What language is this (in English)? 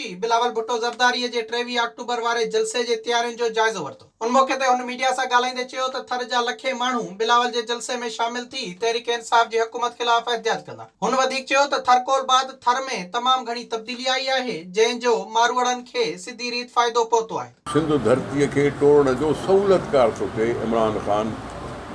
Sindhi